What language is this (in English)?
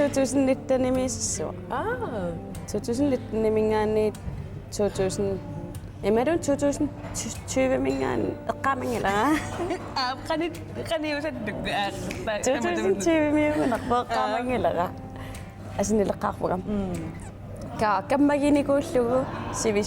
Kalaallisut